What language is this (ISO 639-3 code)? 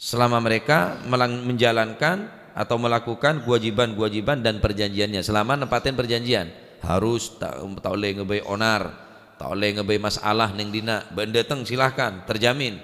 mad